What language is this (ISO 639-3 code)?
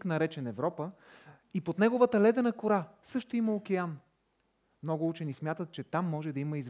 bul